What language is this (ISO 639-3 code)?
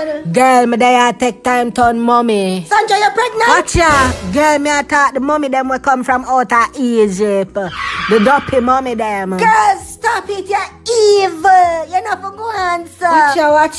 jam